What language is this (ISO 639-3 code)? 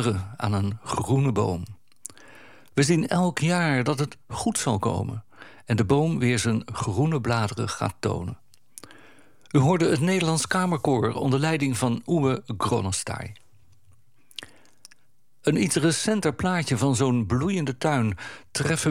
nld